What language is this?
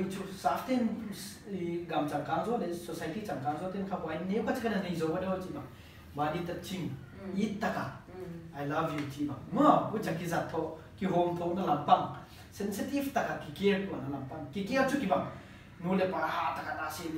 Paite Chin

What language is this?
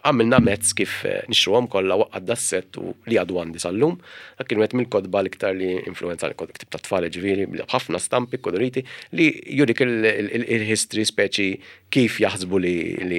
Maltese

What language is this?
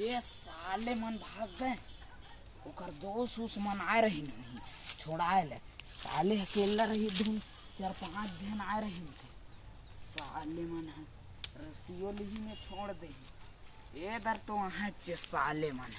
Chhattisgarhi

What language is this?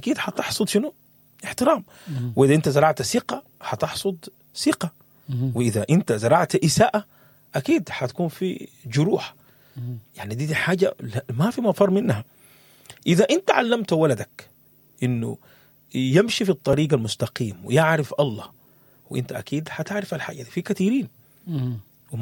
Sudanese Arabic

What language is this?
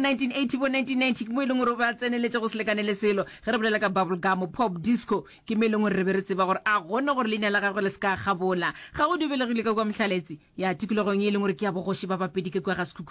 Northern Sotho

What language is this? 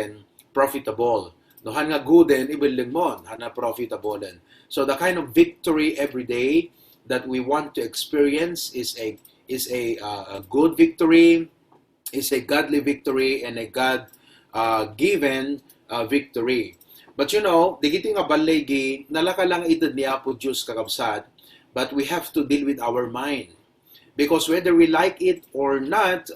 Iloko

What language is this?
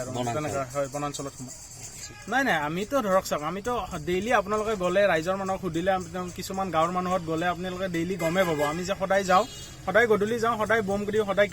Assamese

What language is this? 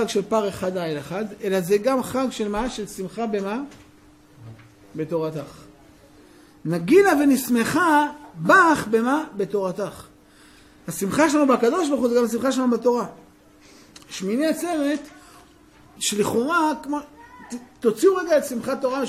Hebrew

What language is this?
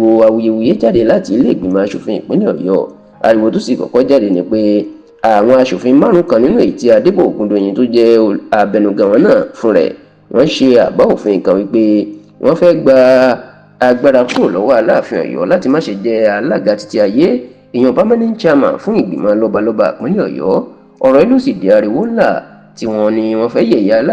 Yoruba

